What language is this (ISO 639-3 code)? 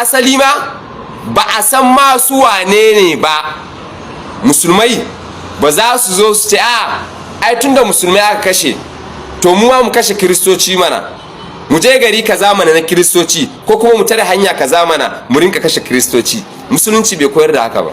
hau